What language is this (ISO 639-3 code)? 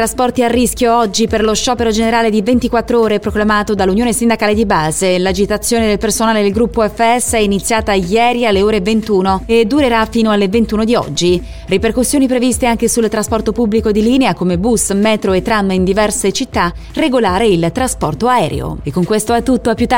ita